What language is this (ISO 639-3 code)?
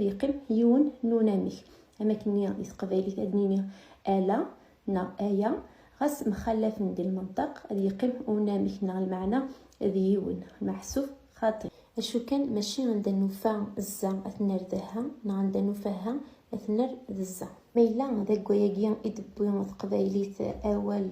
kab